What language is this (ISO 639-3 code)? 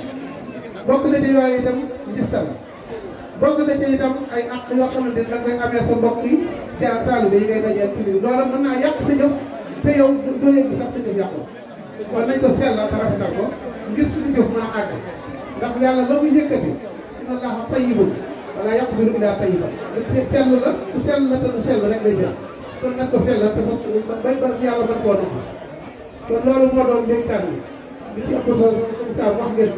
wol